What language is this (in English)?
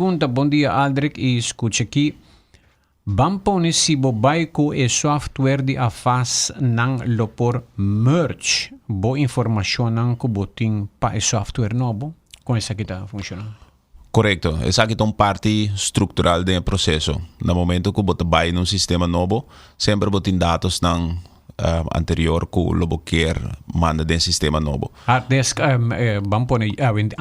Papiamento